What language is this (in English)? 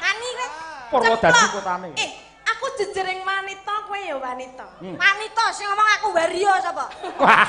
Javanese